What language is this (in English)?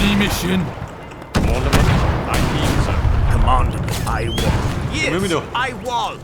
Bavarian